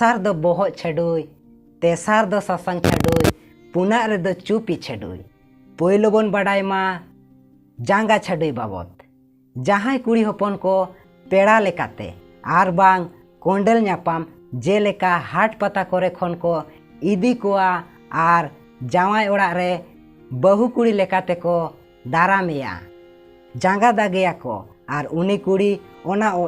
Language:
Santali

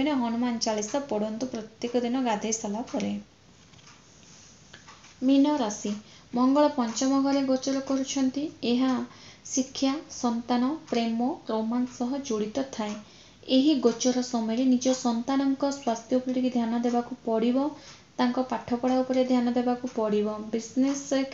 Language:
Odia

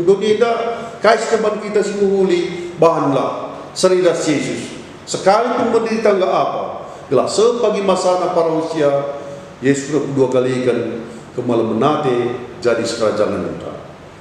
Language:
Batak Karo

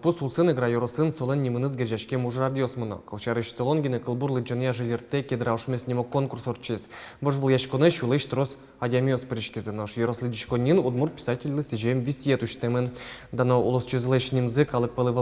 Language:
Udmurt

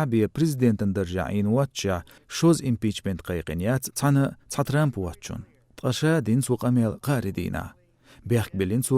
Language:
Chechen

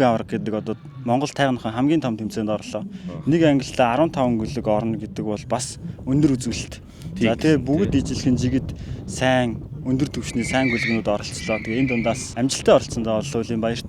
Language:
Mongolian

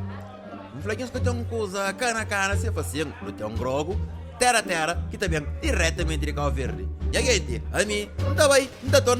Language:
Kabuverdianu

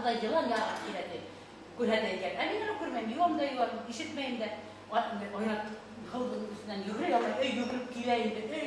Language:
Bashkir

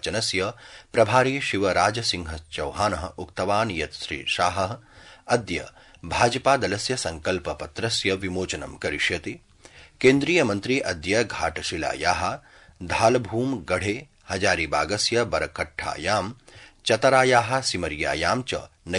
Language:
Sanskrit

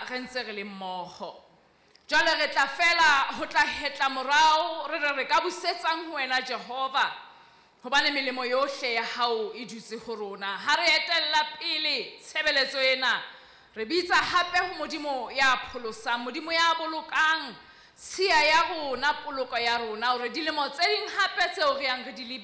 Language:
Southern Sotho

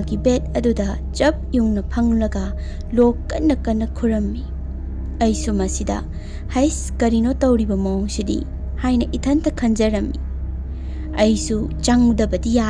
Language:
Manipuri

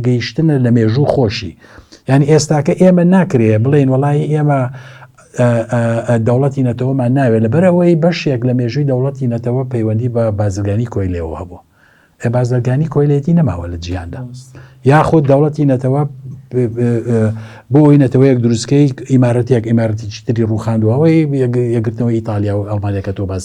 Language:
Central Kurdish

